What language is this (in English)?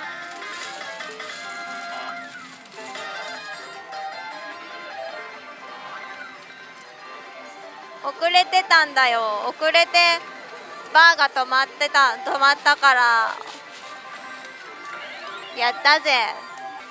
Japanese